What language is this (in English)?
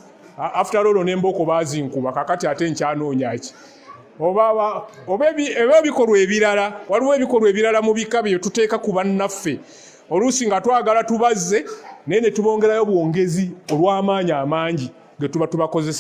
Ganda